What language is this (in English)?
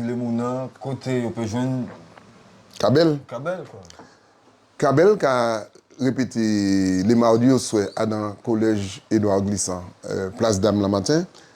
Guadeloupean Creole French